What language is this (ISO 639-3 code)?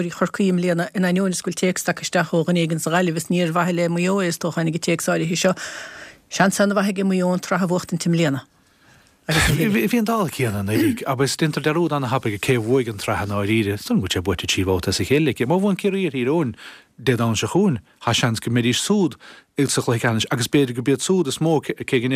gle